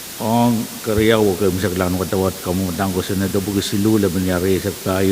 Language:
Pohnpeian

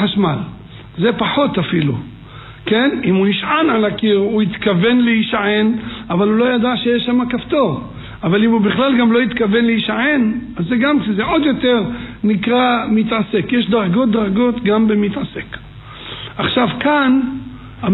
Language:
Hebrew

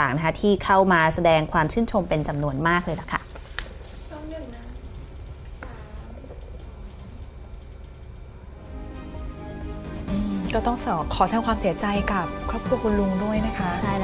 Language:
Thai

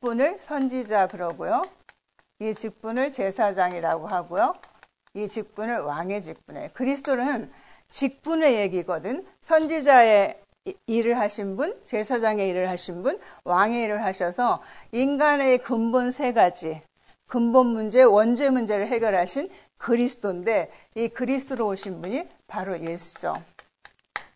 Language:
Korean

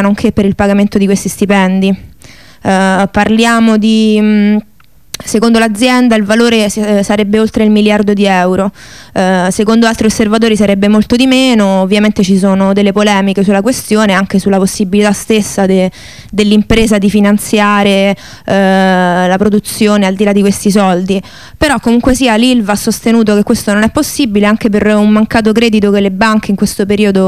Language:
Italian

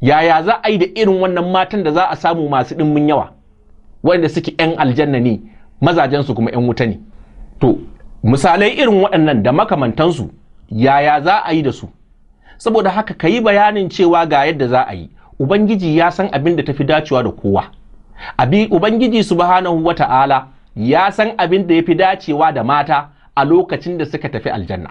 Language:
Hausa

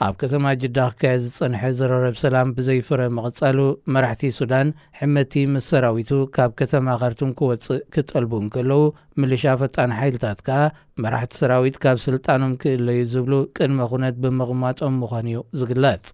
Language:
Tigrinya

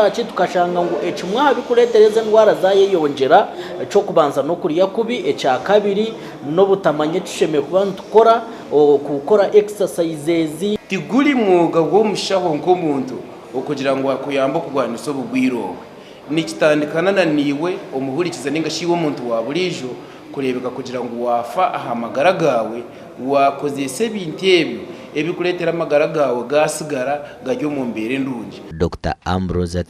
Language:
Nyankole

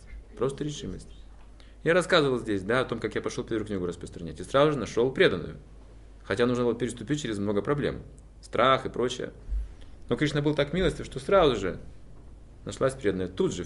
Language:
Russian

